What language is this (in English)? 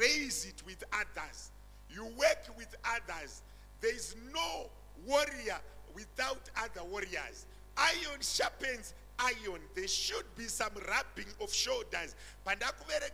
Shona